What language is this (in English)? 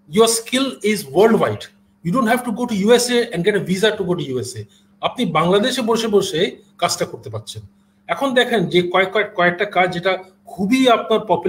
Bangla